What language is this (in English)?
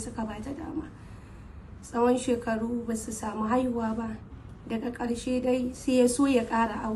Hausa